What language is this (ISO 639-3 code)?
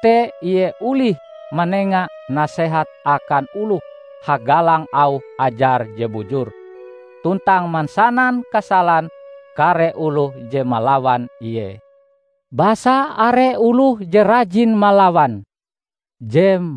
nij